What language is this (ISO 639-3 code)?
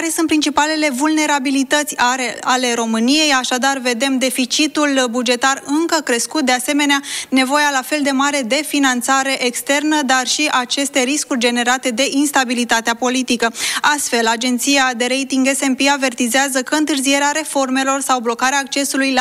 ron